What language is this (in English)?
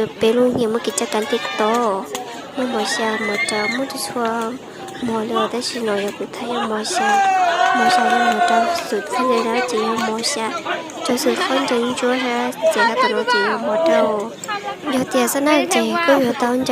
Hmong